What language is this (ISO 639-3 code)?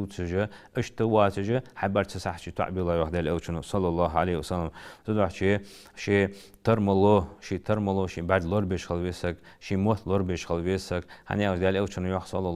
inh